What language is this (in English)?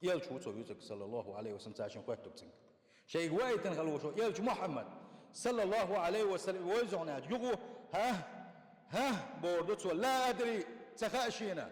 Chechen